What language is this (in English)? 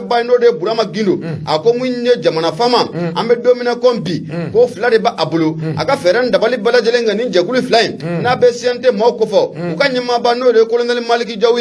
Bambara